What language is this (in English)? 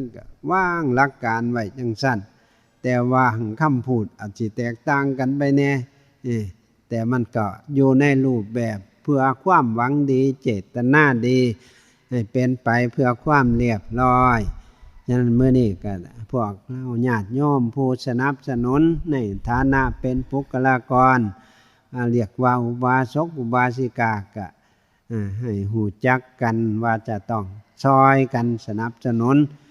Northeastern Thai